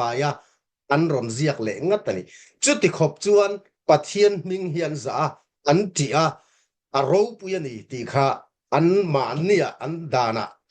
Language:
Mizo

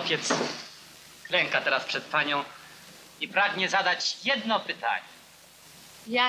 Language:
Polish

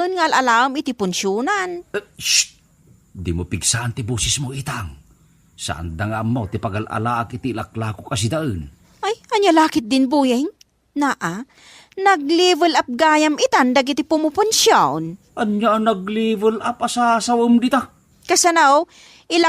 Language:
Iloko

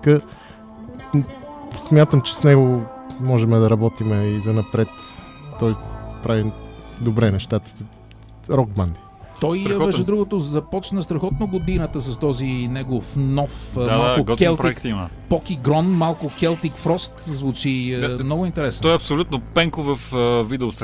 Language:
Bulgarian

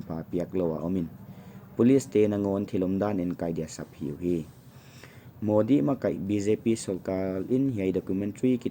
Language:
Paite Chin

